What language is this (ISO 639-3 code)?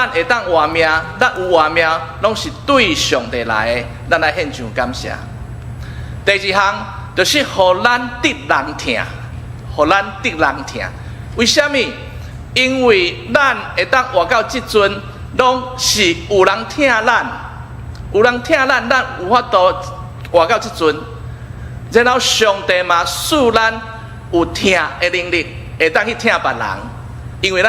nan